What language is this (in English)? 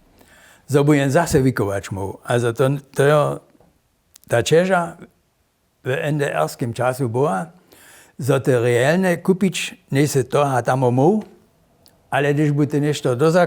Upper Sorbian